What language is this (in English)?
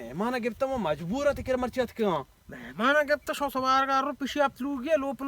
Baluchi